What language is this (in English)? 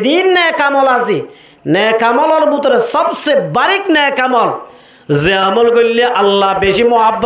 Rohingya